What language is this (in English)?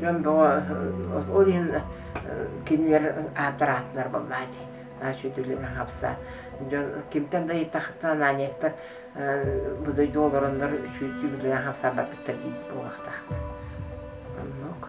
Yakut